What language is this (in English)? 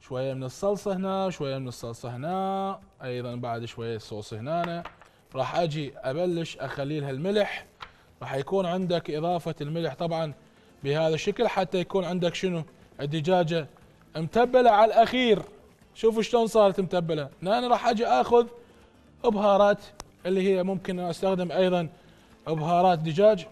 Mesopotamian Arabic